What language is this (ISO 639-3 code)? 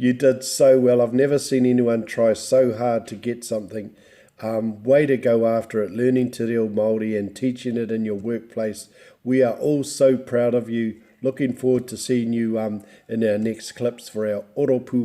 mri